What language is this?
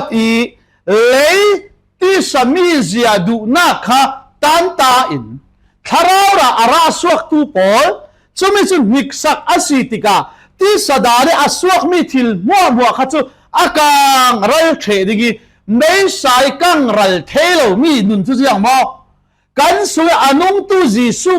Falam Chin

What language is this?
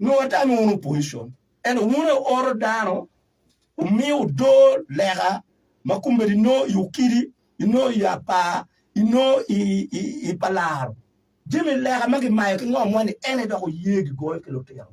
Acoli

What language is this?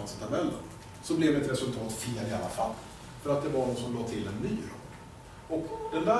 Swedish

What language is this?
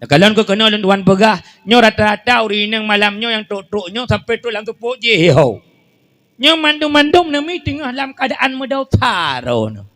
Achinese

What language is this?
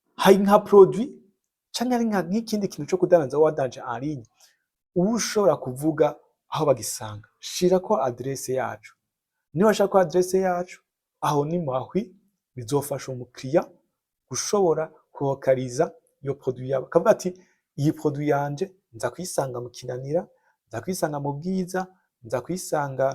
Rundi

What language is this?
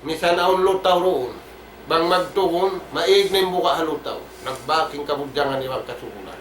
Tausug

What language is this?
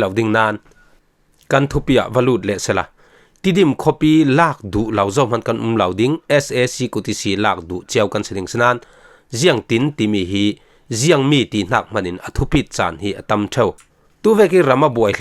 Falam Chin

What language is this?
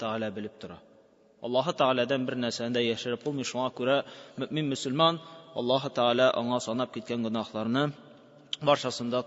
Tatar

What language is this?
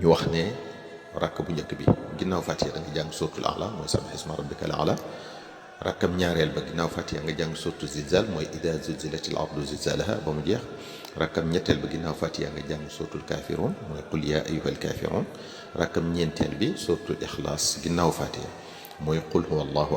Wolof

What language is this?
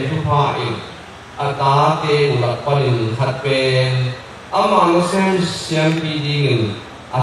Tedim Chin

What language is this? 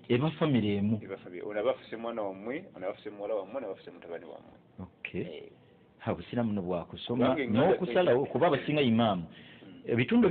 Ganda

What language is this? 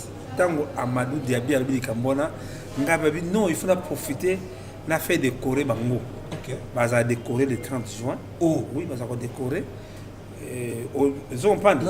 Lingala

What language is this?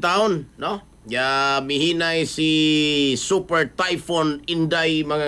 Cebuano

